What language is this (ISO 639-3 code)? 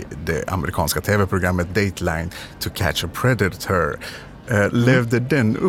swe